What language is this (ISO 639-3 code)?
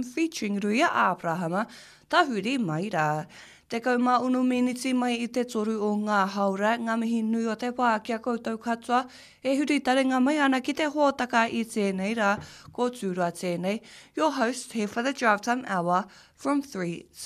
mri